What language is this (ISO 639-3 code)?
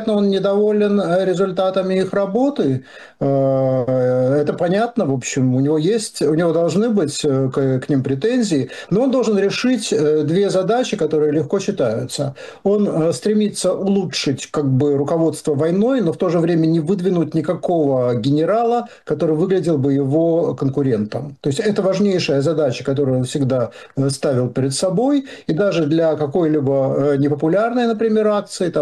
rus